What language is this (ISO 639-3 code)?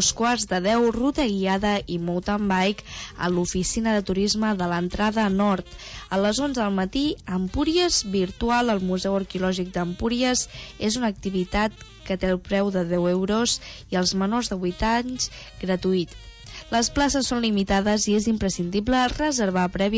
cat